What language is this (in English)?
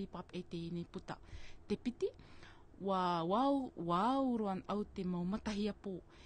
Tahitian